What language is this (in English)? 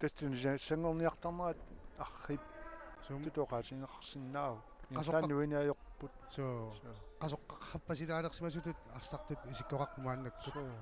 Kalaallisut